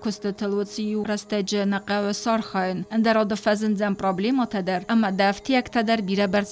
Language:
Ossetic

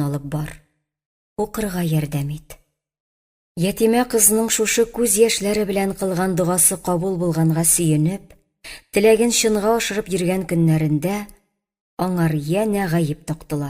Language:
Tatar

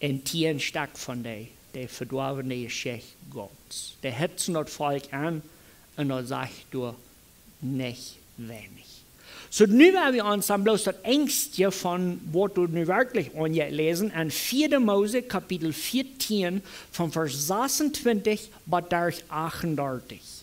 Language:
Plautdietsch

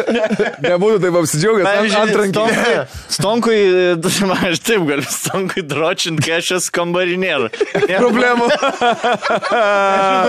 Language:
Lithuanian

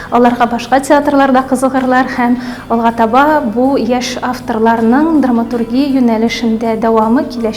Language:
Tatar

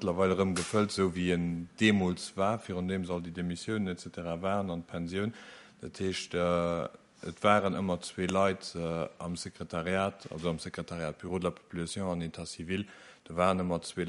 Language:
Luxembourgish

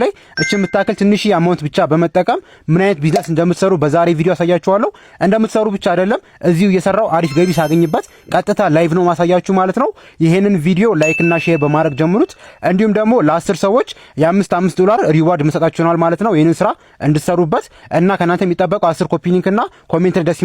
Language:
Amharic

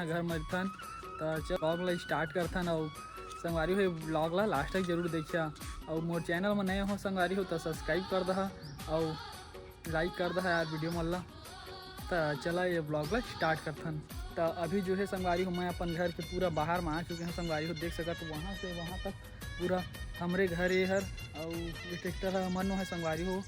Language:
Chhattisgarhi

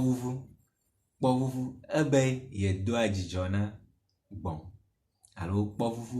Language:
Ewe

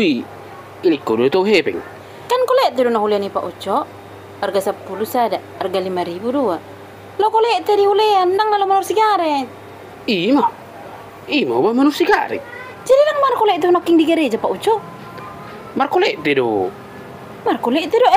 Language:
Batak Toba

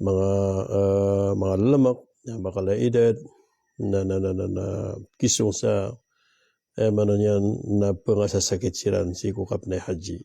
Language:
Maranao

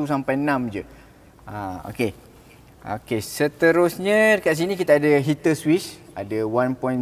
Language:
Malay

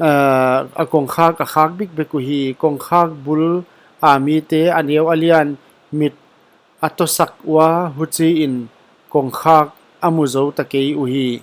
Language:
Paite Chin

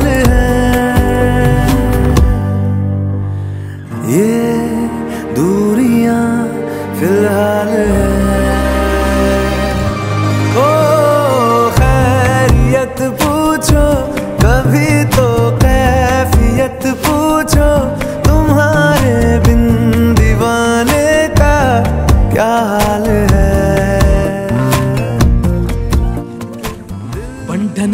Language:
Hindi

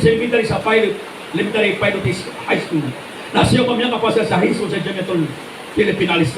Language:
Maranao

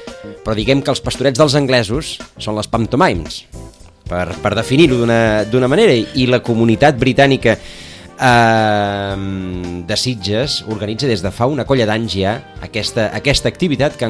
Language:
Catalan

